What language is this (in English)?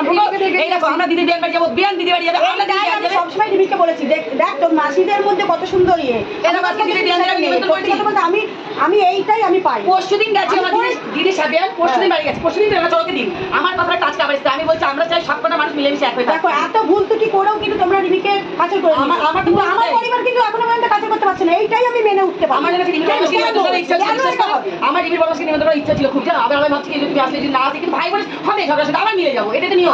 Bangla